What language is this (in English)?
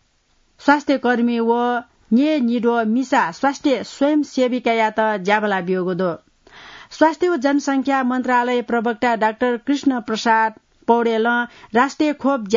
Newari